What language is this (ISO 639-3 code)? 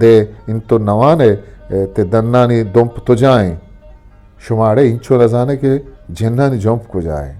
bgp